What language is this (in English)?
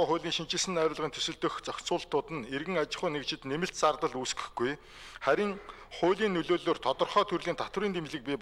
Mongolian